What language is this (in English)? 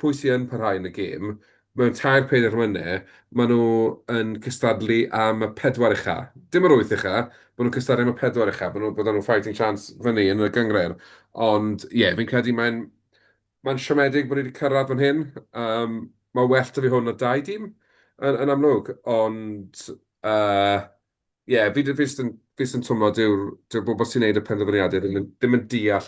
Welsh